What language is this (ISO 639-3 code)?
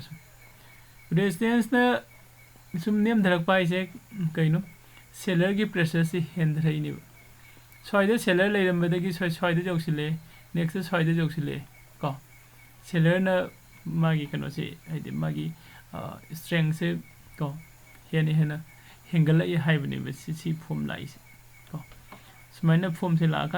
mni